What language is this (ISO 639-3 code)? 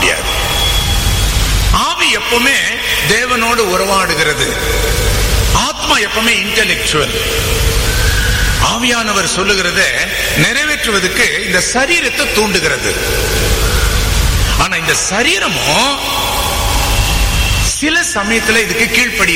tam